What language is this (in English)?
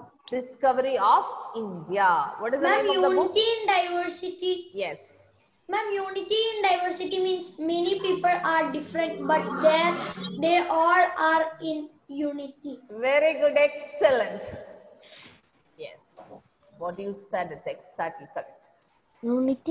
English